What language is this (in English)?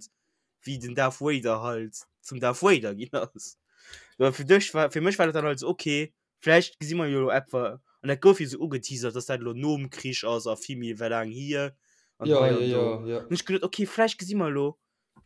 Luxembourgish